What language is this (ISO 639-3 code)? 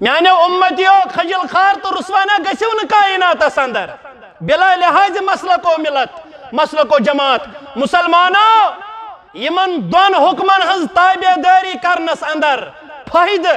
kas